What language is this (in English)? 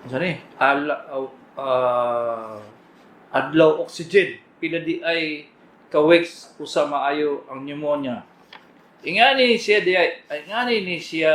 Cebuano